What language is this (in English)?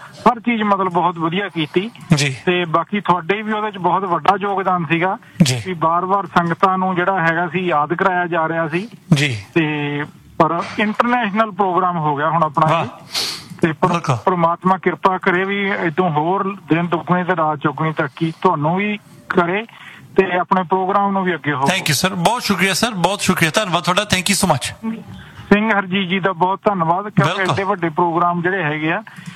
Punjabi